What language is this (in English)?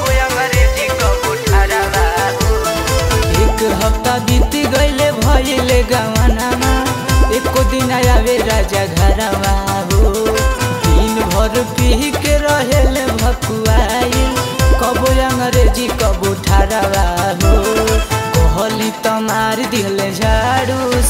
Bhojpuri